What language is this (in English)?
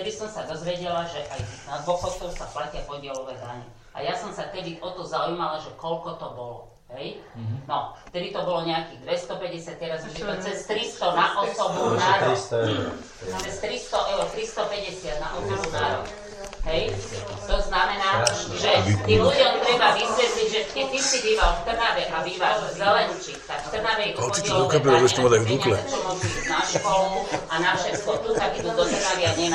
Slovak